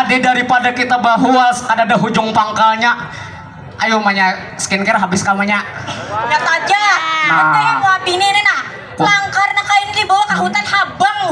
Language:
Banjar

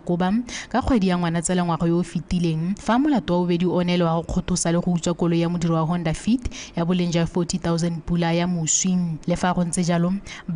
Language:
Tswana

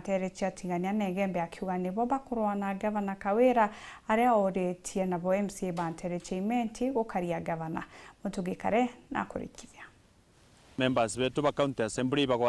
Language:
Meru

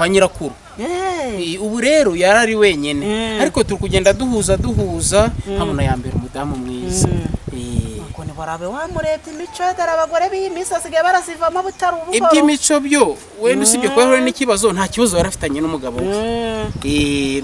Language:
Kinyarwanda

